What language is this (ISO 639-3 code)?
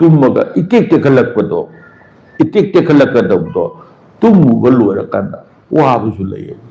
mni